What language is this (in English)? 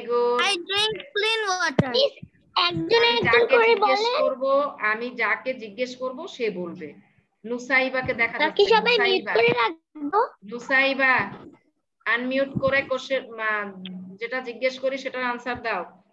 Bangla